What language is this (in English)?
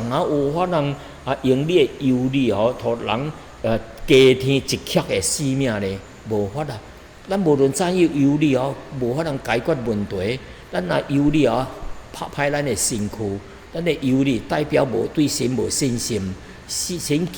Min Nan Chinese